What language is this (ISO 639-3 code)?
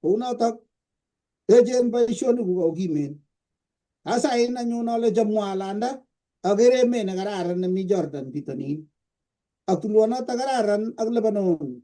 kln